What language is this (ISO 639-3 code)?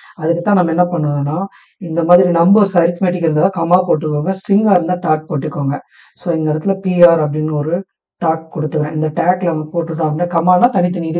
tam